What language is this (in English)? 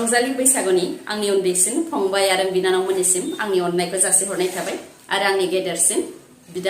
Bodo